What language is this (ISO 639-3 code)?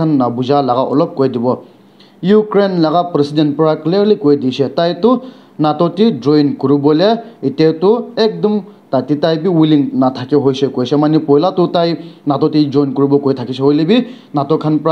nag